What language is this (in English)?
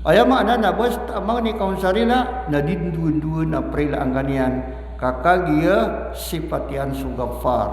Maranao